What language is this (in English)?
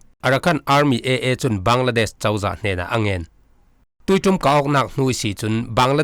Falam Chin